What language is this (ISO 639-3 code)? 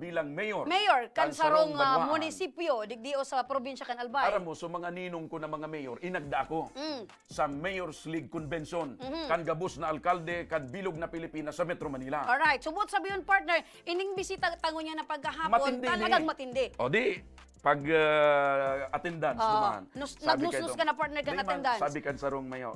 bik